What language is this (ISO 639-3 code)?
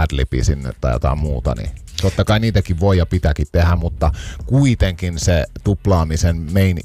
fin